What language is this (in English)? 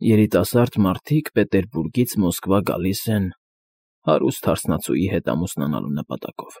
Armenian